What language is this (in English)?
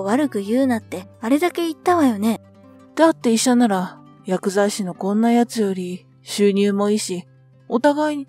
Japanese